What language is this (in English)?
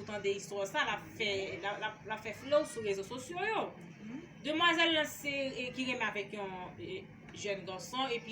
Haitian Creole